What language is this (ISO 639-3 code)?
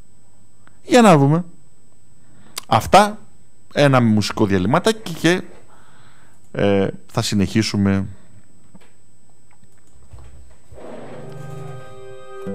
ell